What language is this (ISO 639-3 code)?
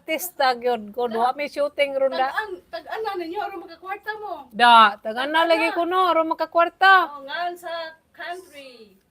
ceb